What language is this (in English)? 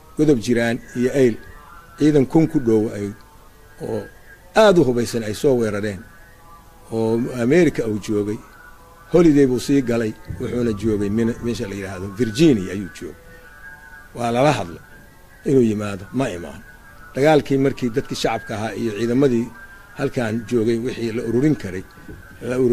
Somali